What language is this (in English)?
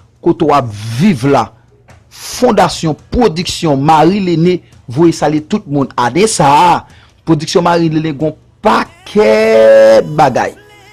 Haitian Creole